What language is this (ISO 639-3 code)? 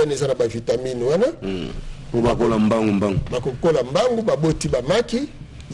lin